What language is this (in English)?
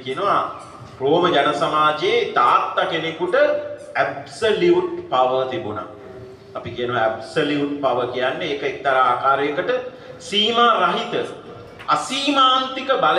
Sinhala